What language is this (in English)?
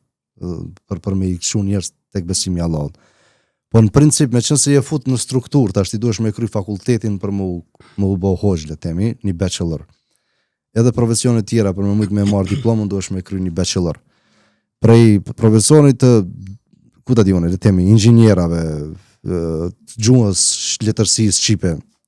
Albanian